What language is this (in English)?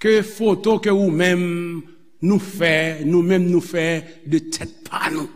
Haitian Creole